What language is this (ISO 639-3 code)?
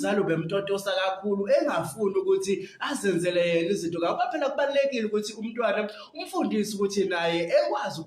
zul